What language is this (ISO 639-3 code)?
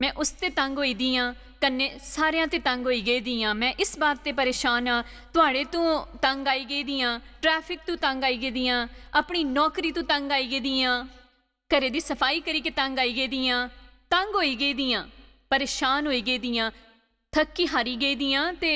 doi